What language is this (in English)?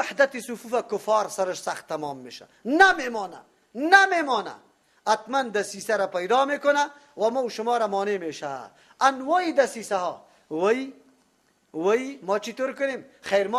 Persian